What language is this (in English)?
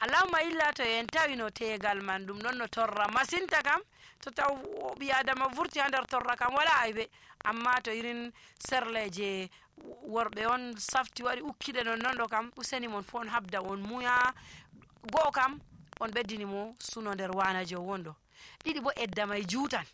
Nigerian Fulfulde